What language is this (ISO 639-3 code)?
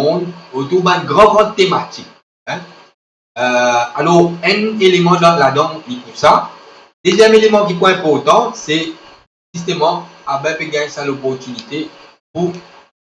mfe